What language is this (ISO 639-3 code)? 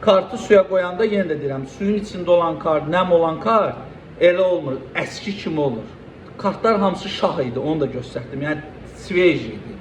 aze